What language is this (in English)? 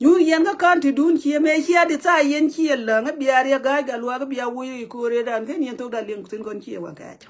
Nuer